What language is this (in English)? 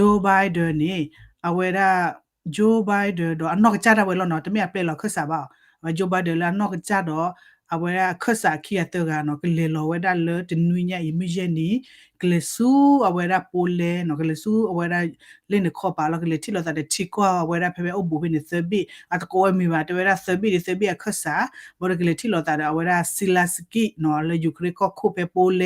S'gaw Karen